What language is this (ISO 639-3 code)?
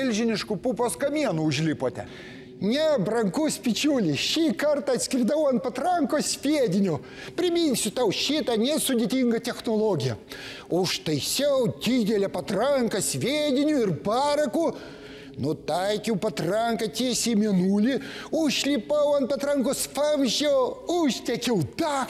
lit